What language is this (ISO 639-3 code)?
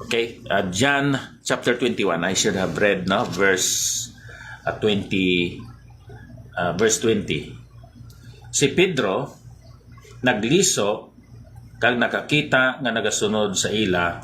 hil